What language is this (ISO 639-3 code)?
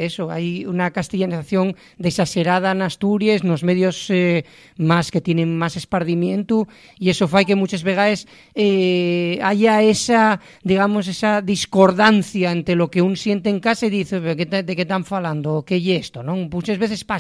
ast